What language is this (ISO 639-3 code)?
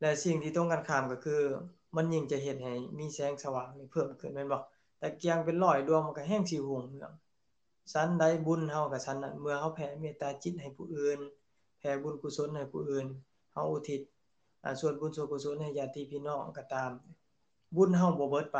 lao